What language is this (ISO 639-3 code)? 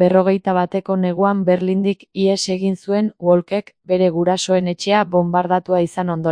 eus